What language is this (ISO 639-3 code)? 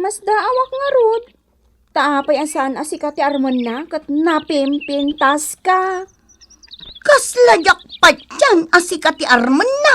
ilo